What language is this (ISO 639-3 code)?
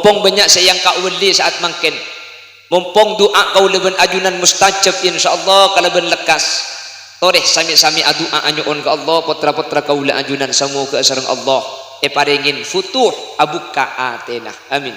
mad